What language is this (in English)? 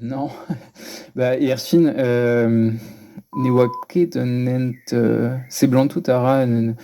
Breton